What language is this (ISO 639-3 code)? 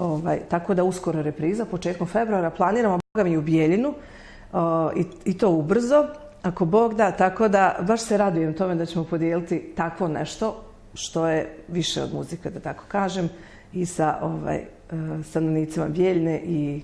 bos